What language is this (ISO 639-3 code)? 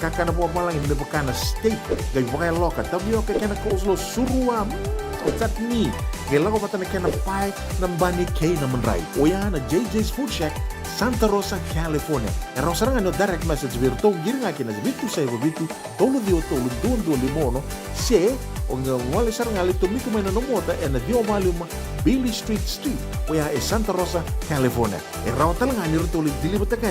fij